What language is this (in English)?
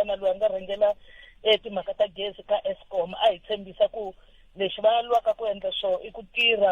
Tsonga